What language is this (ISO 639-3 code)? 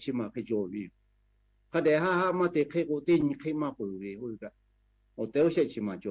lhu